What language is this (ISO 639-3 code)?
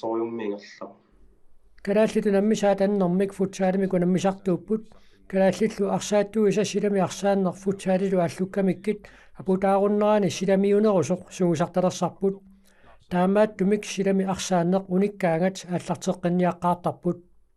kal